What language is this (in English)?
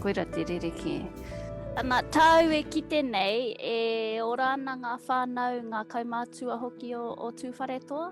Māori